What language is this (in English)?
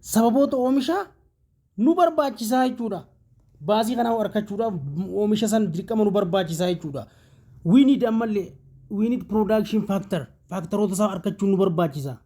Oromo